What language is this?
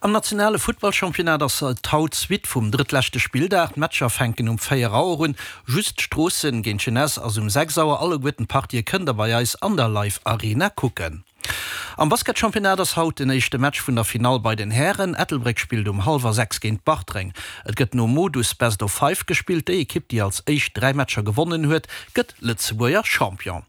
Luxembourgish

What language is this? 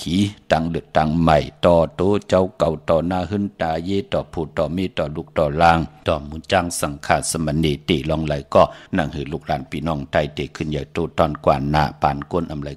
Shan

